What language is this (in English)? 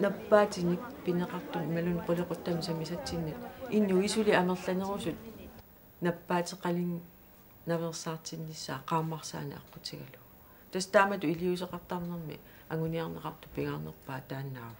Kalaallisut